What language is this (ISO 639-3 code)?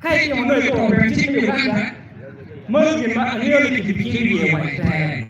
ach